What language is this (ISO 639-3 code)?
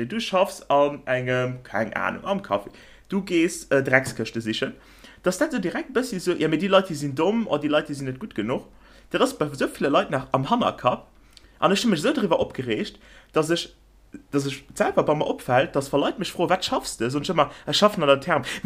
ltz